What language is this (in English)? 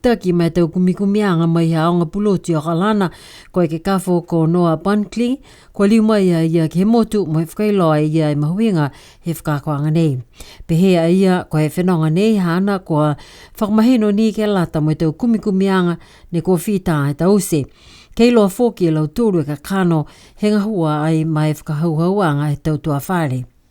Niuean